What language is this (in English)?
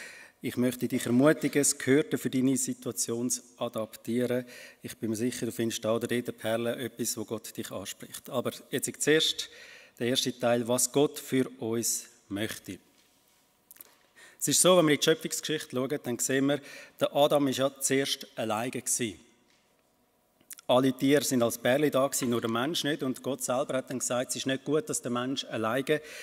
German